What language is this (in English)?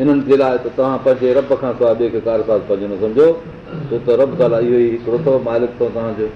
Sindhi